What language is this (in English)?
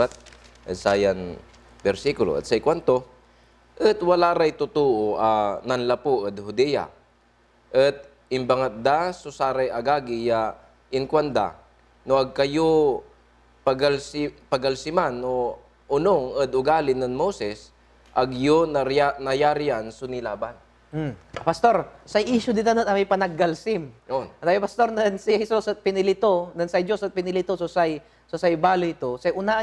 Pangasinan